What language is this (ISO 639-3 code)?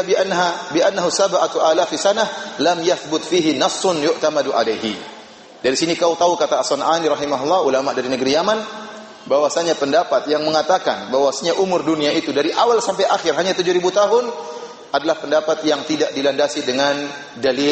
ind